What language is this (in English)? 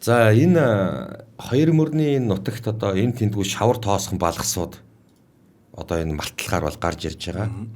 Mongolian